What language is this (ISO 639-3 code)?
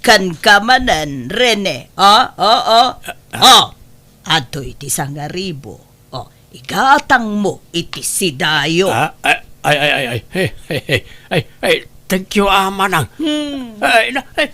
ilo